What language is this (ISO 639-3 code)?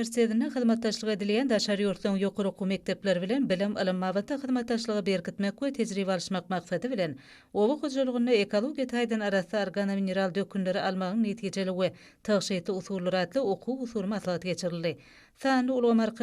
tuk